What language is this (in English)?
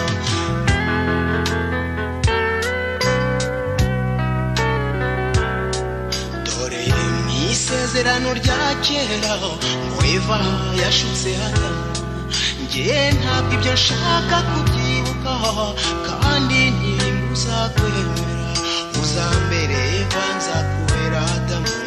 Kinyarwanda